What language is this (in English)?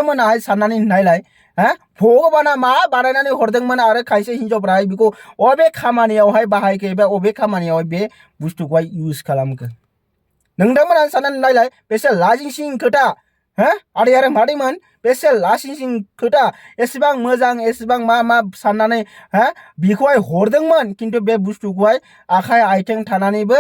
Bodo